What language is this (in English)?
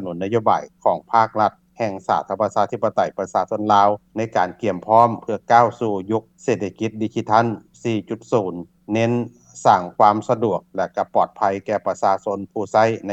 Lao